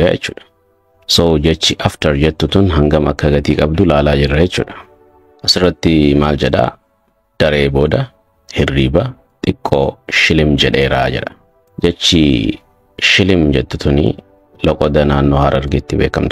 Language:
Oromo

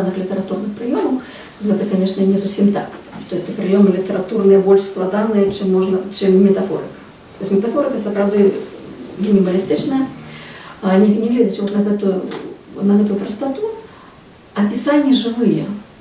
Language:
Belarusian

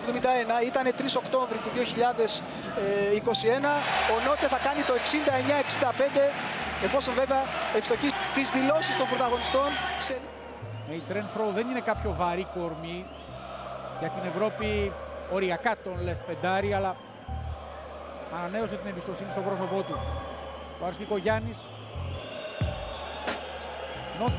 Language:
Greek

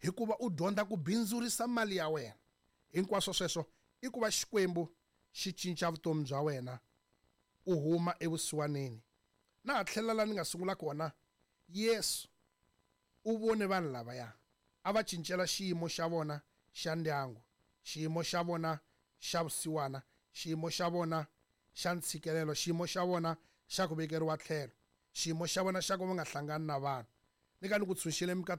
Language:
Tsonga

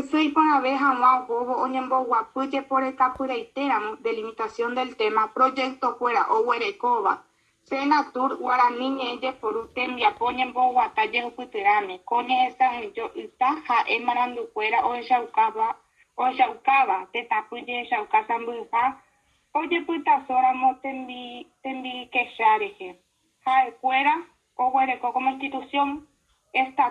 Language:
Guarani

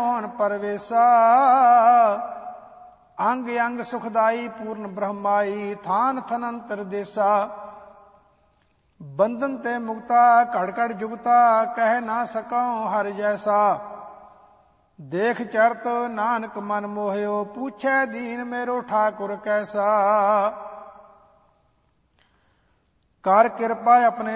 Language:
Punjabi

